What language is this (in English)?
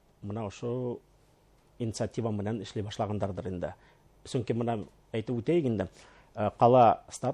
Bashkir